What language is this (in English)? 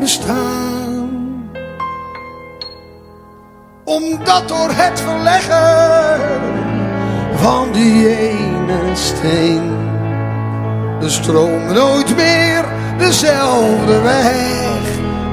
Dutch